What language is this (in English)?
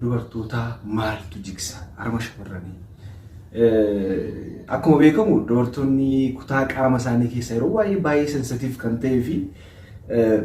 Oromo